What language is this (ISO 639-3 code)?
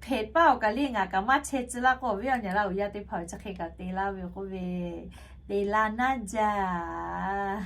lhu